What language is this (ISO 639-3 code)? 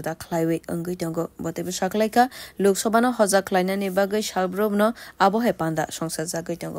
trp